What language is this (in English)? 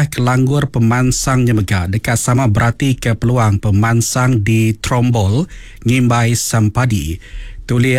Iban